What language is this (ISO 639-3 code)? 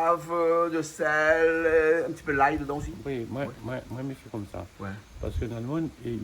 rcf